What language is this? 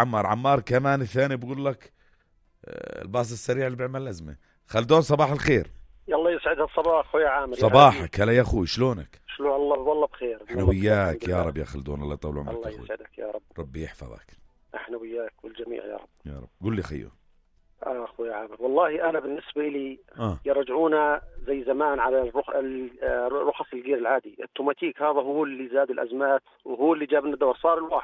North Levantine Arabic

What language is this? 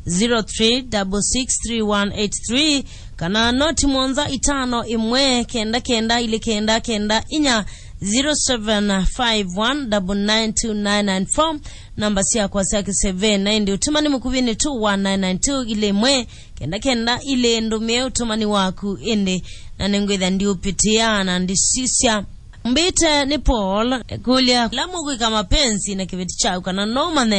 Kamba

